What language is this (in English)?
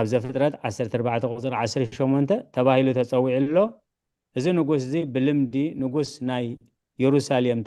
Tigrinya